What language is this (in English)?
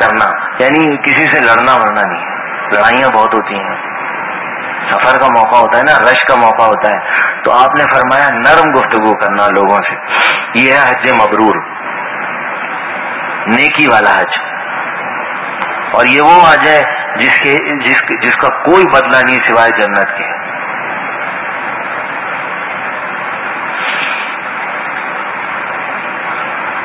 Urdu